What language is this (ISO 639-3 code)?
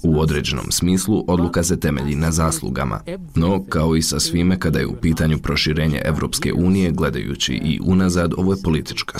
bos